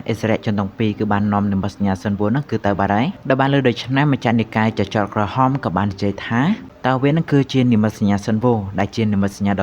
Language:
Khmer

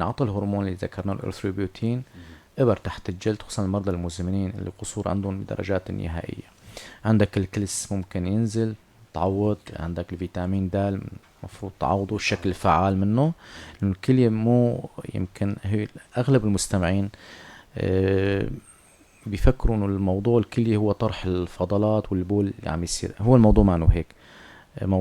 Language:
North Levantine Arabic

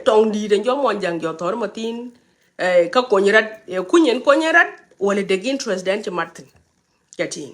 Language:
Nuer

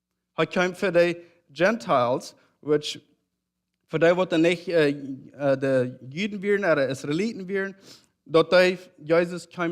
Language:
Plautdietsch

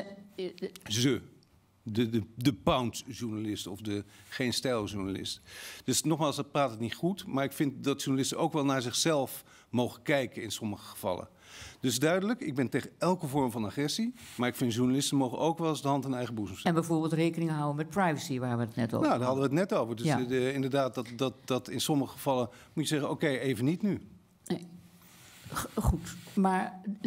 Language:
Dutch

